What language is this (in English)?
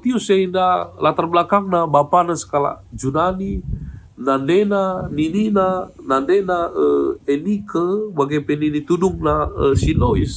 Batak Karo